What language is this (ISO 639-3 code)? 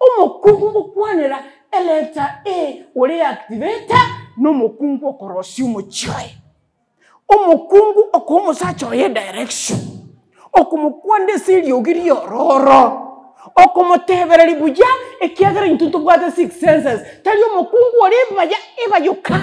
guz